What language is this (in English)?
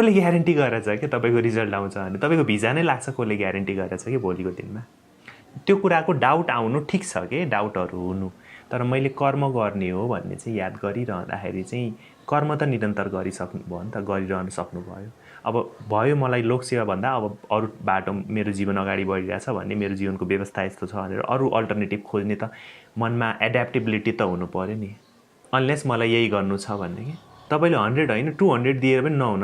Nepali